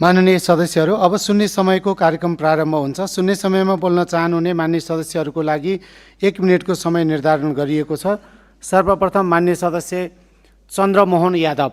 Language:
Nepali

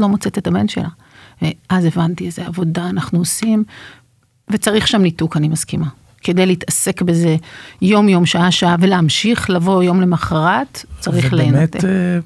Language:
Hebrew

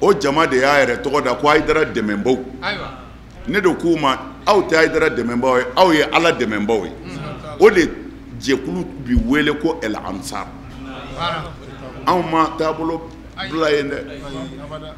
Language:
Bambara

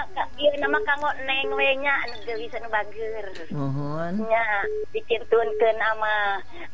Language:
Sundanese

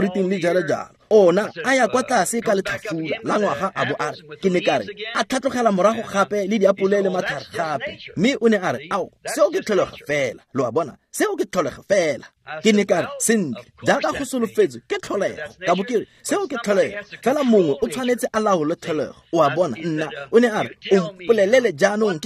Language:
Tswana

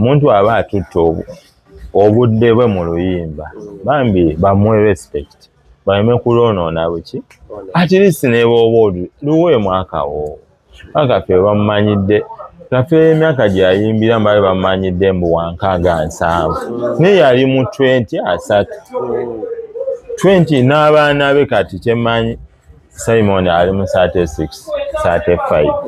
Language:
Ganda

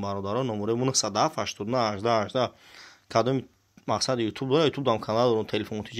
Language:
Tajik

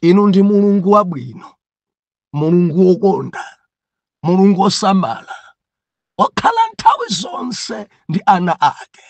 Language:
Nyanja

